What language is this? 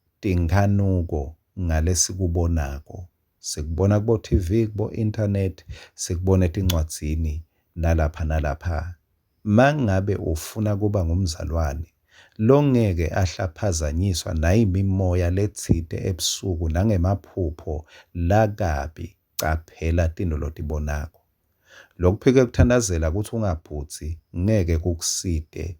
Swati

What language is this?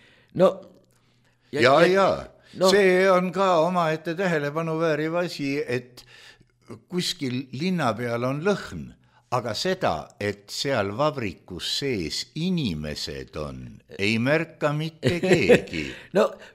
Estonian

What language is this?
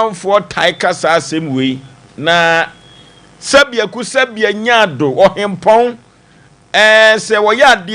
Akan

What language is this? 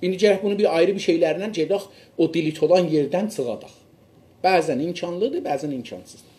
South Azerbaijani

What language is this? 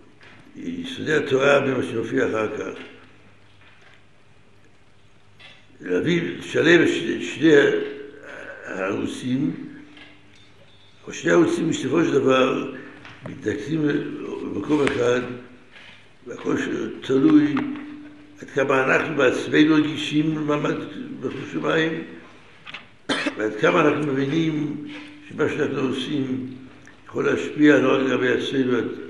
Hebrew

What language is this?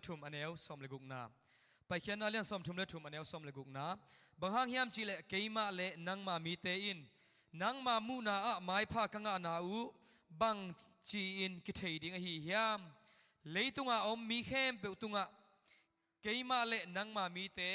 Tedim Chin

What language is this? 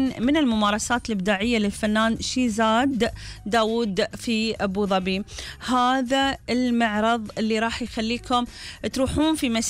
Gulf Arabic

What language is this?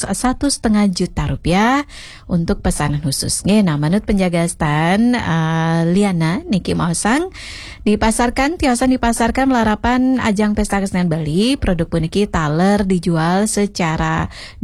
Balinese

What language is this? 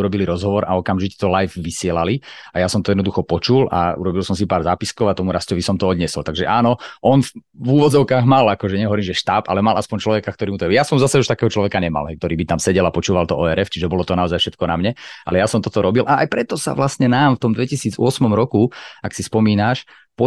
Slovak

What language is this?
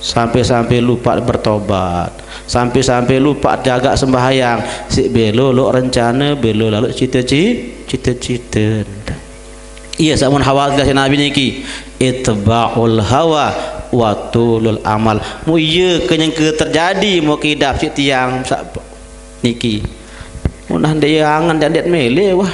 Sasak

